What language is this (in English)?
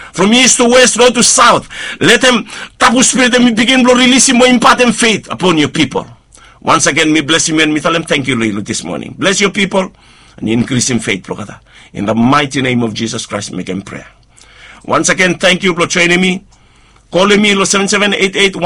Bislama